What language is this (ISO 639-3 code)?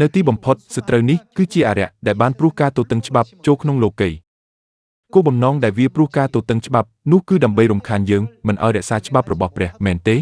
khm